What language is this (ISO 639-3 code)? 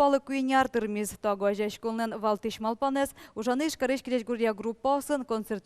udm